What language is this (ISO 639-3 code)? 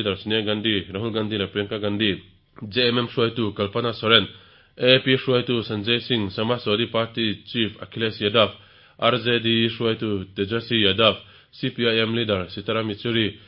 lus